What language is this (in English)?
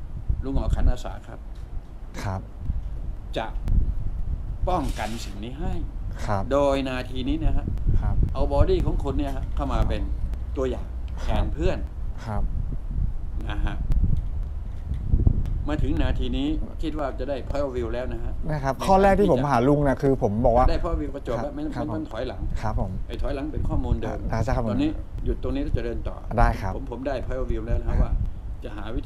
Thai